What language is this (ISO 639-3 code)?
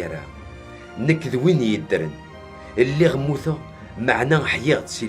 kab